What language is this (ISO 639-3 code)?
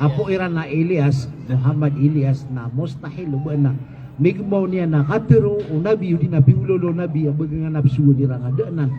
mrw